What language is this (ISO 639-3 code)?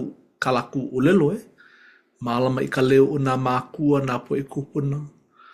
haw